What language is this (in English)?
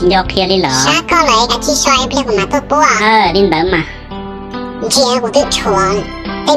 Hmong